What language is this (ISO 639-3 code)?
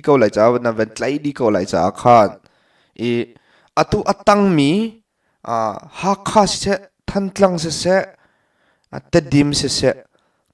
cnh